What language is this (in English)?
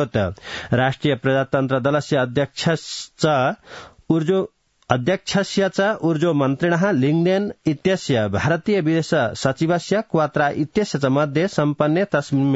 Sanskrit